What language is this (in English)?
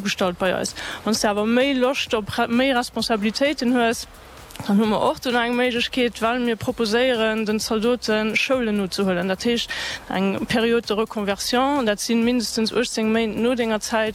Luxembourgish